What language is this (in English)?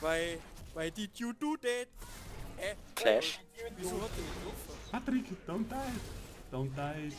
Bavarian